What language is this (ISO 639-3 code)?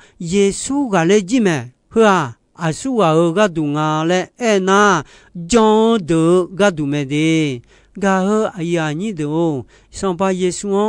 ahk